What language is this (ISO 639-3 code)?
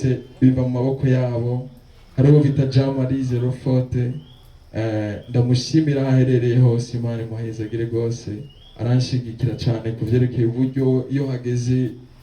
run